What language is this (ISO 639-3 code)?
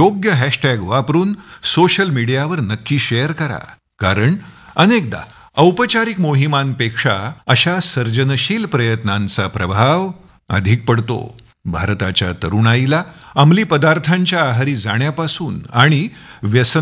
mar